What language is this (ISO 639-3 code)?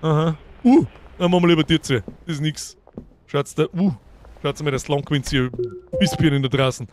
bar